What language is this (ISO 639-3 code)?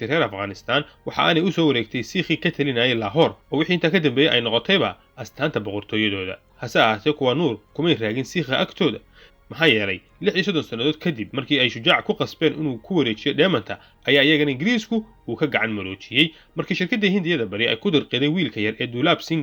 som